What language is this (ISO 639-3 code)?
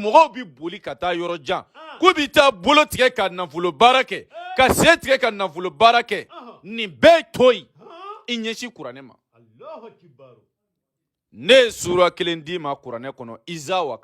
bam